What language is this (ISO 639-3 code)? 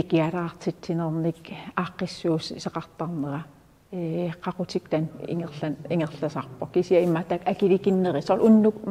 kal